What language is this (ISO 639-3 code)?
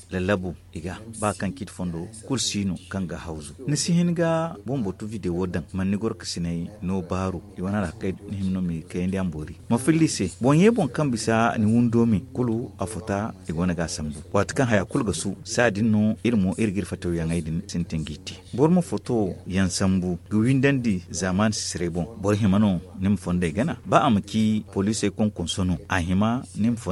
dje